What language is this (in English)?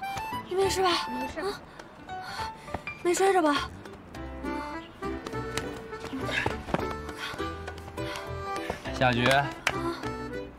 Chinese